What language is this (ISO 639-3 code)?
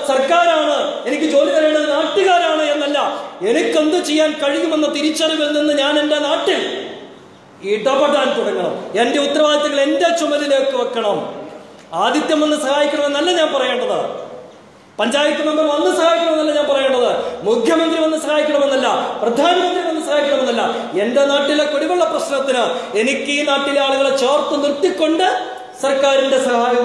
mal